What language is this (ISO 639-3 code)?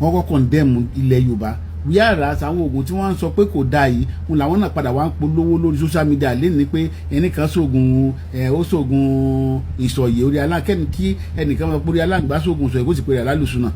yor